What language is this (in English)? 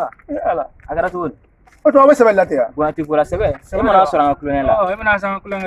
Bambara